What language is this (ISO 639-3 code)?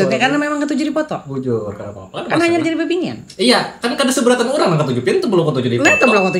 bjn